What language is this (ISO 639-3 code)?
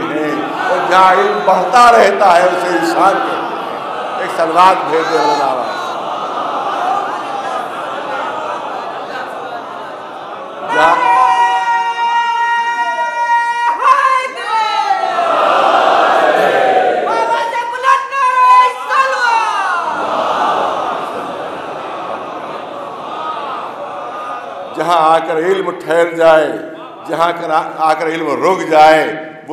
urd